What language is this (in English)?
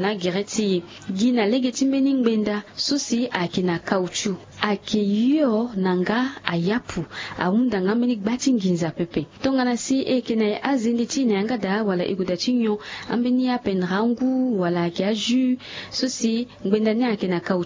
Sango